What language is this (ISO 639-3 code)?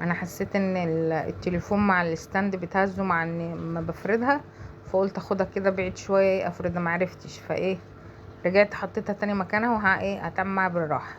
arz